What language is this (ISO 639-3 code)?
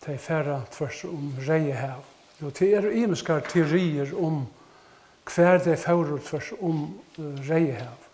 fao